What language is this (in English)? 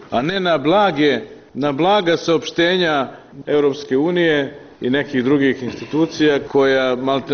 Serbian